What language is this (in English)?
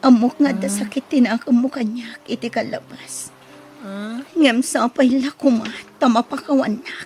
Iloko